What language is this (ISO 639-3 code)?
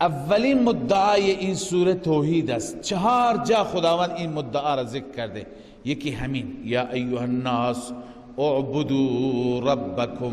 fas